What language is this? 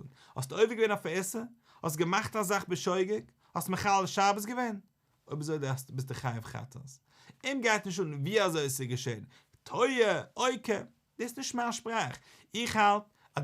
Yiddish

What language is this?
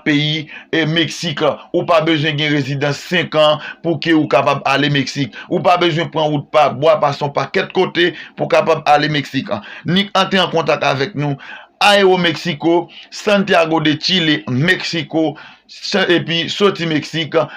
Haitian Creole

